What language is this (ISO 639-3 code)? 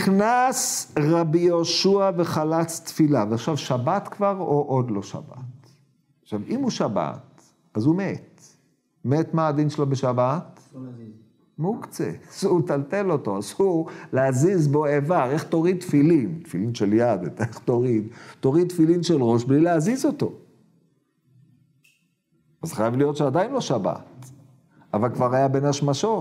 heb